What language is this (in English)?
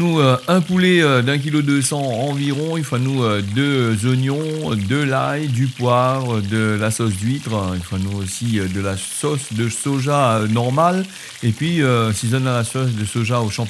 Réunion Creole French